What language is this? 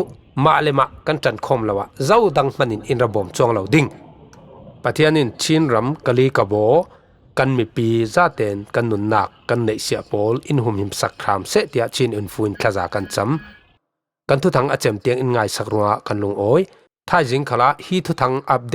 Falam Chin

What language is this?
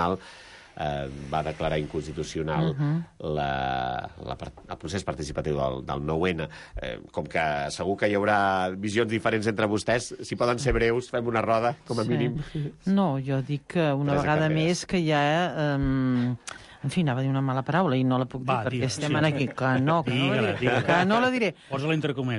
Catalan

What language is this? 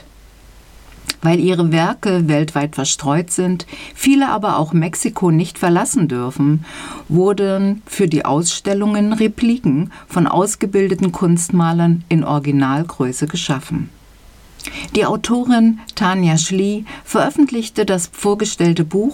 German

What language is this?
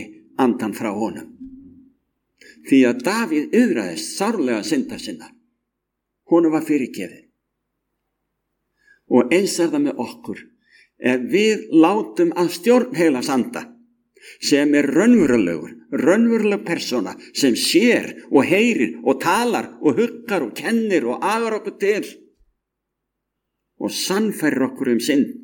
Icelandic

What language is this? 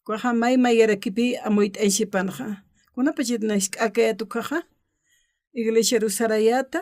Aymara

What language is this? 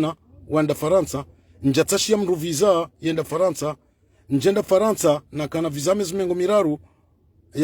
Ngazidja Comorian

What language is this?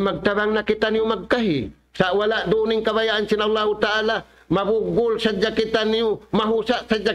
Tausug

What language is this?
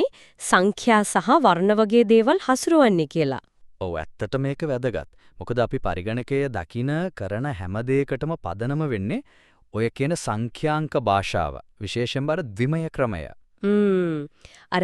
Sinhala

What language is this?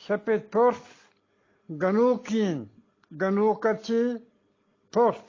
Eastern Balochi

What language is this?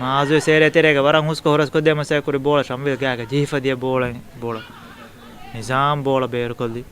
Divehi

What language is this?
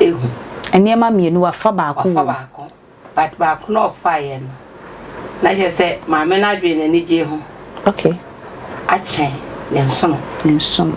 Akan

